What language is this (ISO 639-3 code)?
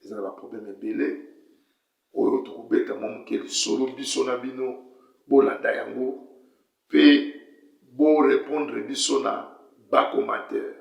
lin